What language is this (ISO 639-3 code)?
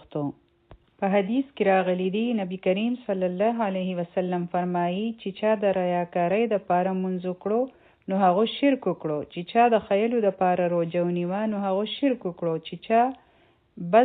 pus